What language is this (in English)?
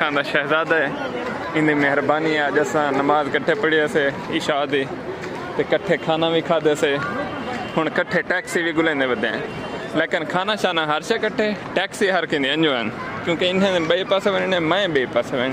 Saraiki